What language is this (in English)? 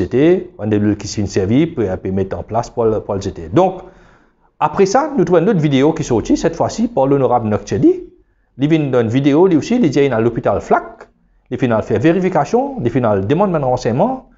Morisyen